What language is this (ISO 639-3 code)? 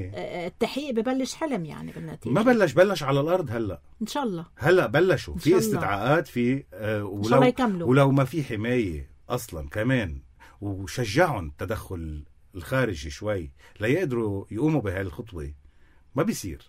apc